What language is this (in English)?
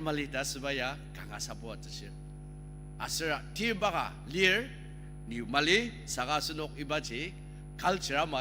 Ao Naga